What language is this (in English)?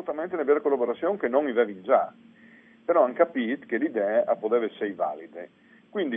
Friulian